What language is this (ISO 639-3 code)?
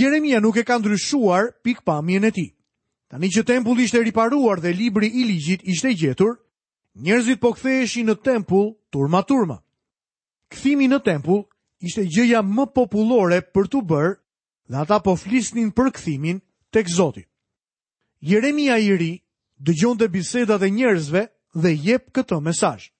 sqi